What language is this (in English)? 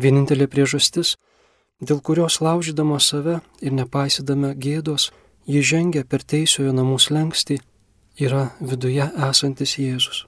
Lithuanian